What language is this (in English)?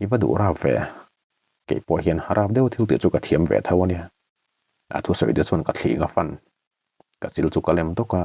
Mizo